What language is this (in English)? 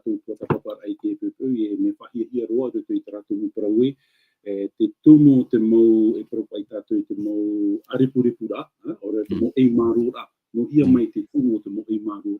Tahitian